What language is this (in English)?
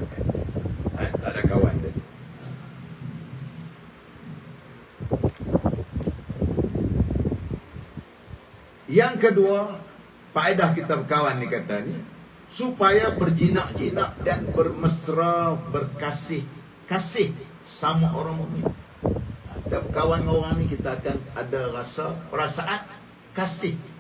Malay